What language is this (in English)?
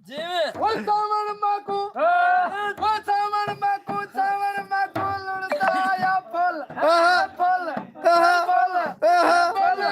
Saraiki